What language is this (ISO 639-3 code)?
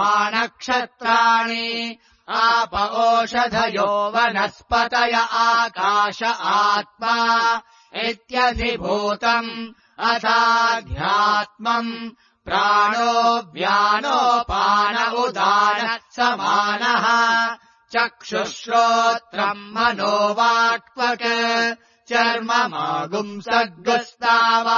san